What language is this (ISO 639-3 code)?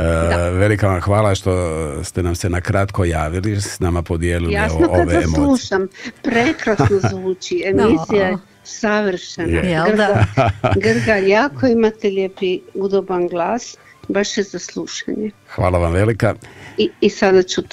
hrv